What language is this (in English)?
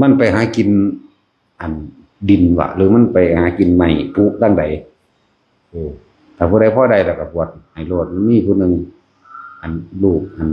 Northeastern Thai